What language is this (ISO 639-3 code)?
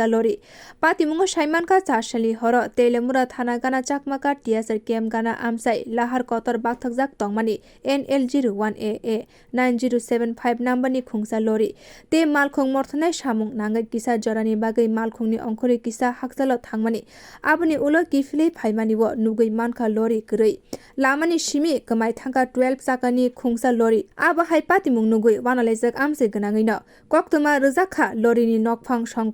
trp